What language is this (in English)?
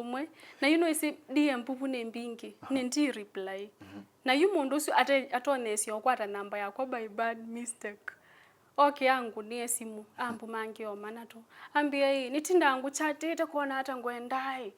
Kamba